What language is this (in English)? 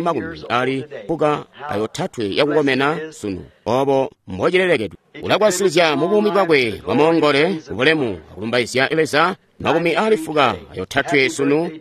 Tonga (Zambia)